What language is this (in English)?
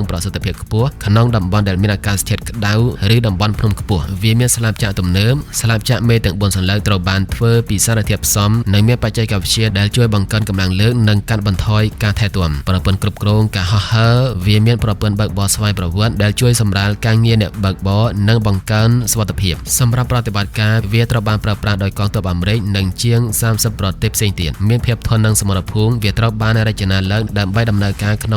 Khmer